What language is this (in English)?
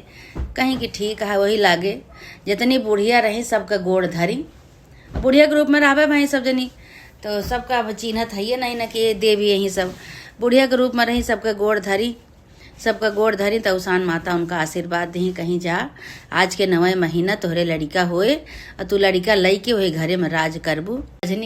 Awadhi